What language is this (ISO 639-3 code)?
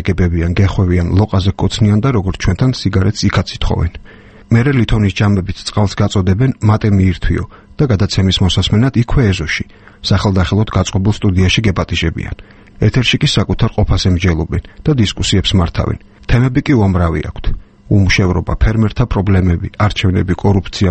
kat